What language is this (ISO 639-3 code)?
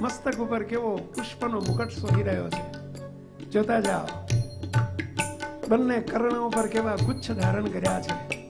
guj